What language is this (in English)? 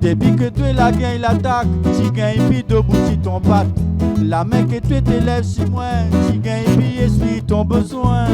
Réunion Creole French